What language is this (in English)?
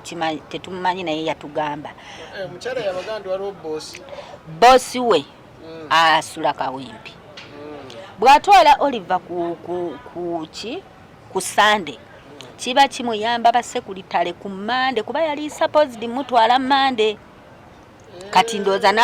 Ganda